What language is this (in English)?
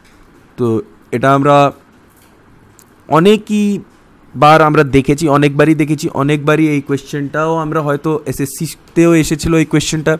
Bangla